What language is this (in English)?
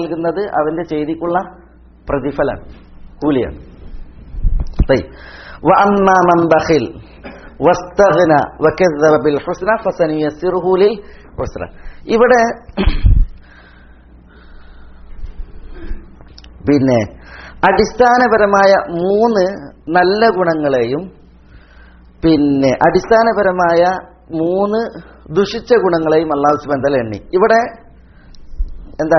Malayalam